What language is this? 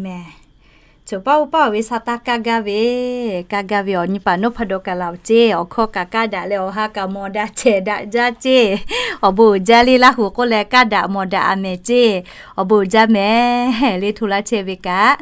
Lahu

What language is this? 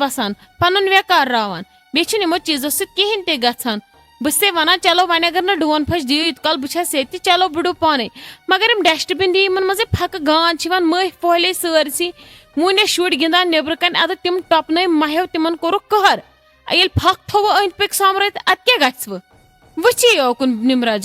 Kashmiri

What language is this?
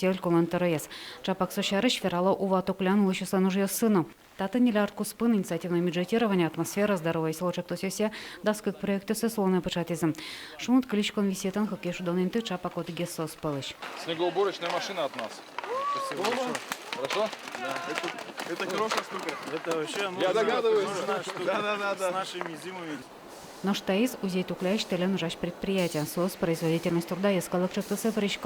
Udmurt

